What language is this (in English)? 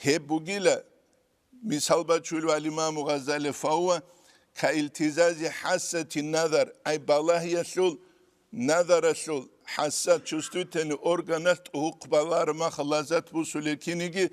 Avaric